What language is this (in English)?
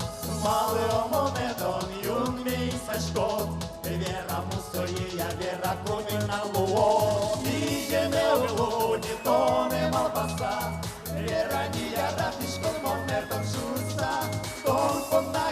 Udmurt